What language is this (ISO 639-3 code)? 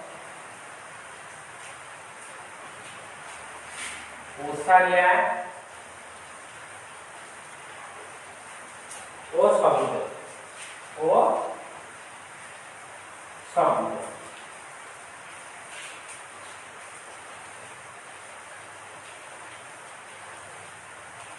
ori